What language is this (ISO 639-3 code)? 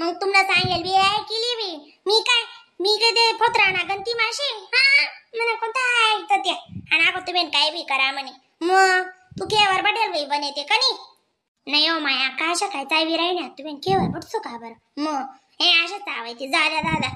khn